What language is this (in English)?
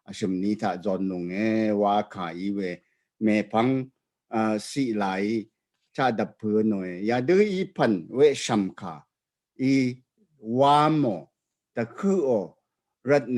Rawang